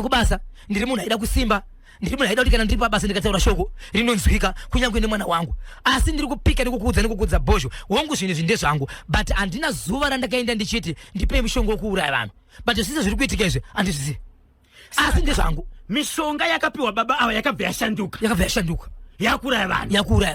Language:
Shona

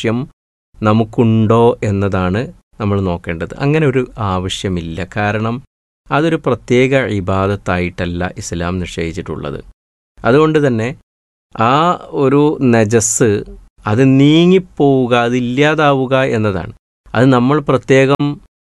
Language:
Malayalam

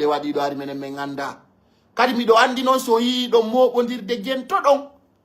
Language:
Pular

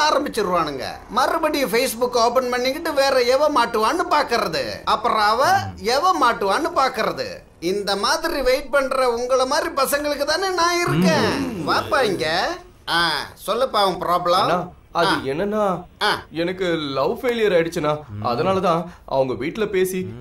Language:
Tamil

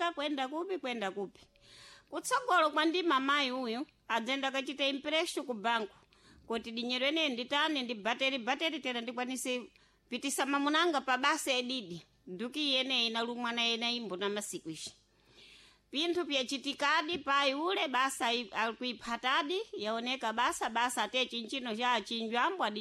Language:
Sena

